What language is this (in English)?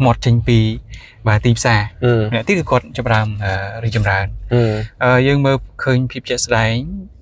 Khmer